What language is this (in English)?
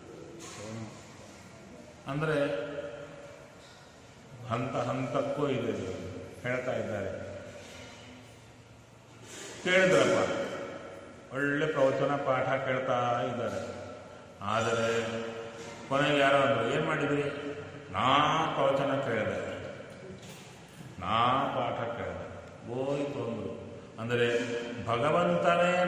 Kannada